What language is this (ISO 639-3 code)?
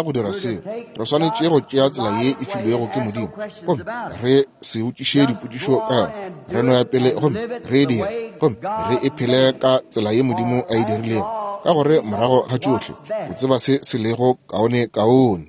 nso